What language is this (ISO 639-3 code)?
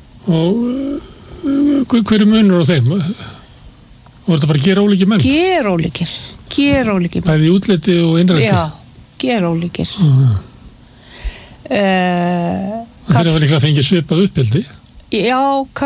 isl